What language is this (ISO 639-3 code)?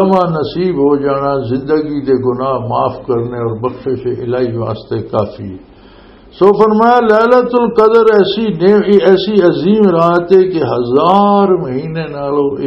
lah